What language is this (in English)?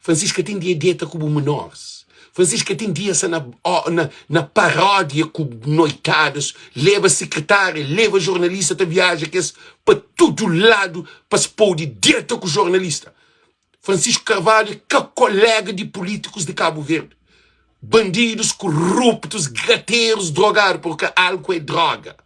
Kabuverdianu